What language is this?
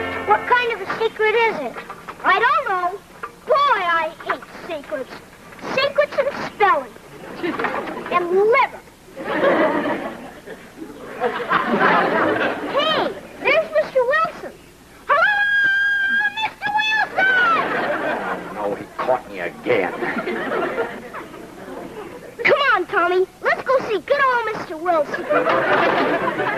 English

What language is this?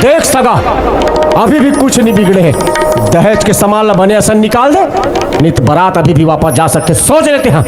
Chhattisgarhi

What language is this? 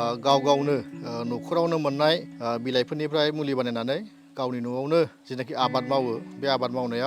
Bodo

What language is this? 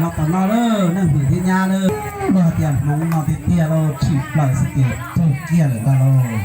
Hmong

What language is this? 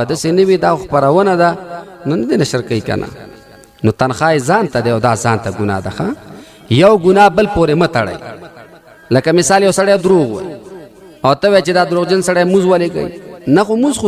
Pashto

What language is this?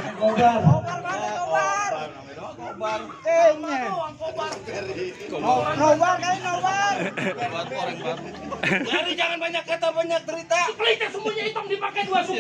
Betawi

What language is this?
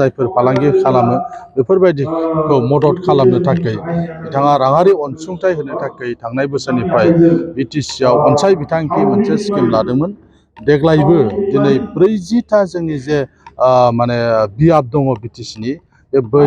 Bodo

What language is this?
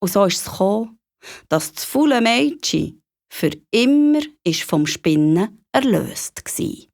Swiss German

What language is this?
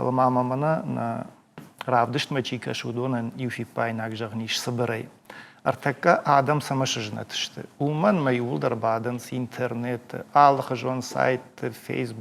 Ossetic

